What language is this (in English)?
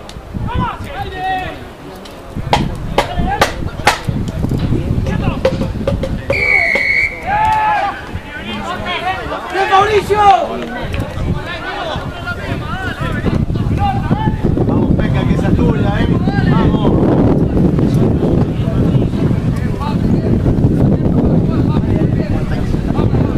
Spanish